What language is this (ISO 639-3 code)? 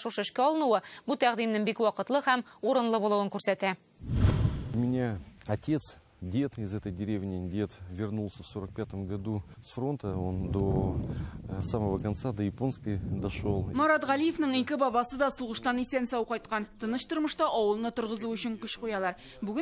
tat